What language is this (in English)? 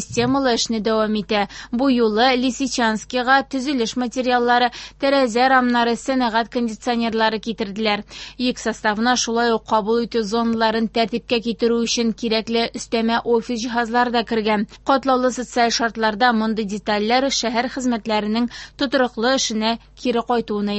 Tatar